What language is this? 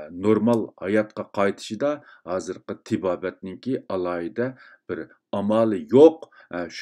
Uyghur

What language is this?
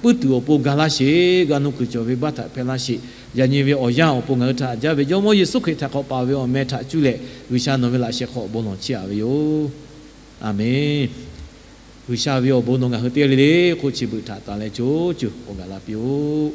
Lahu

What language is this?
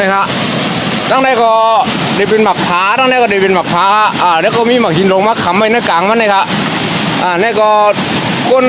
Shan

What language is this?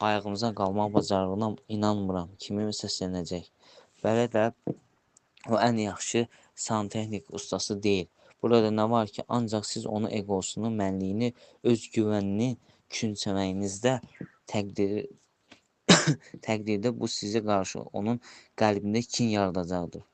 Azerbaijani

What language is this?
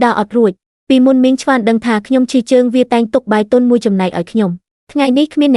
Khmer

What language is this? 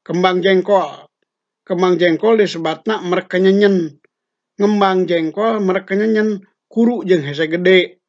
Sundanese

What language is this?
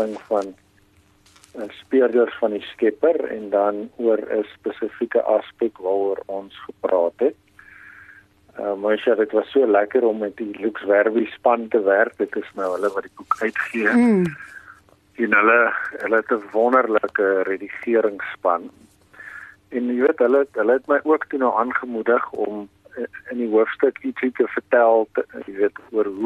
Afrikaans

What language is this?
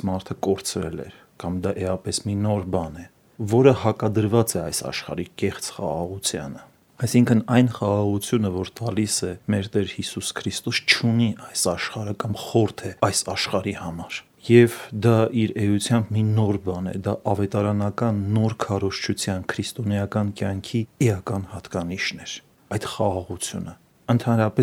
Armenian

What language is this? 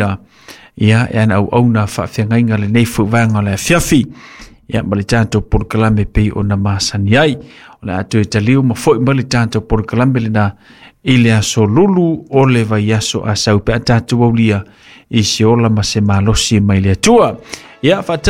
Samoan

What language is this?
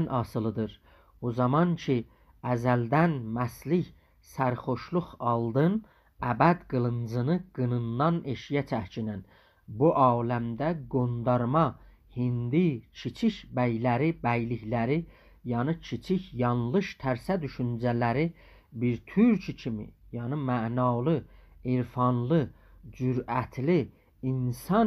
South Azerbaijani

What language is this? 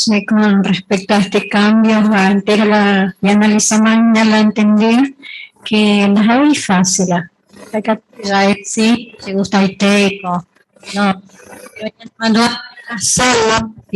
Guarani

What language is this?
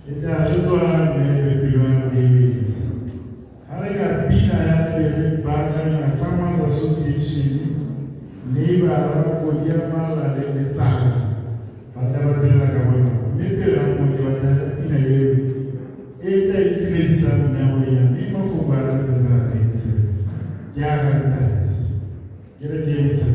Tswana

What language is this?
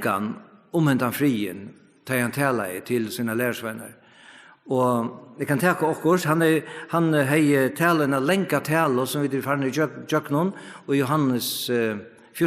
Faroese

